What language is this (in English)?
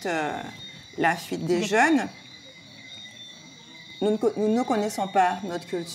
French